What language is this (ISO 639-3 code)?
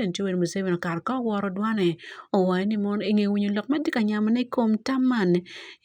ach